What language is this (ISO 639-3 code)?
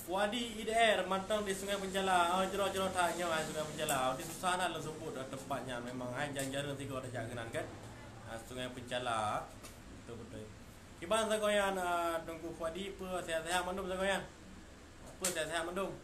ace